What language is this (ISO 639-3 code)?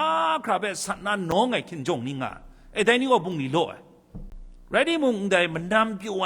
kac